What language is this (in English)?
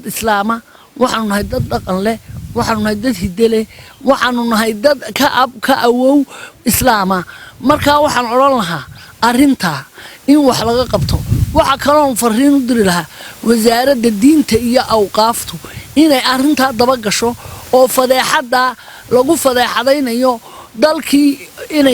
Somali